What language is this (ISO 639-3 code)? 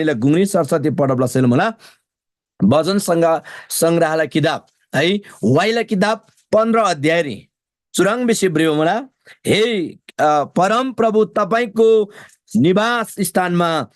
taj